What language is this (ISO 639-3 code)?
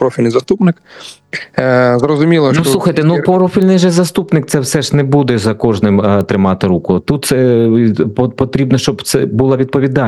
ukr